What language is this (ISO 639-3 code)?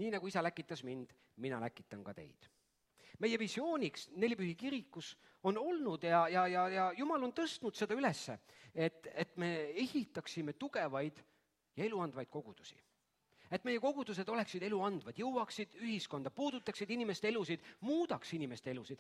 est